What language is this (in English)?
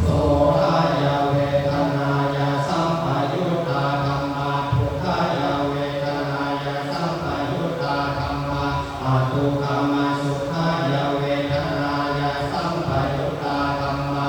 Pali